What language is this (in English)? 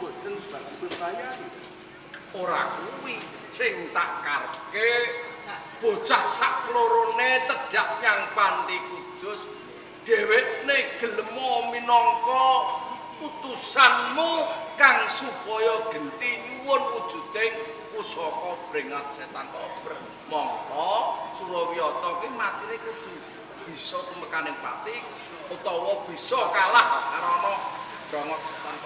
Javanese